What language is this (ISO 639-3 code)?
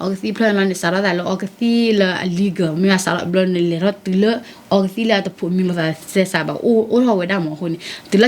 ksw